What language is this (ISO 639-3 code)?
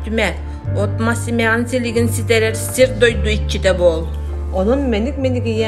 sah